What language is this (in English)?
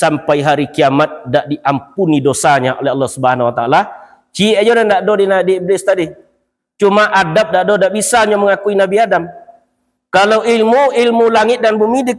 Minangkabau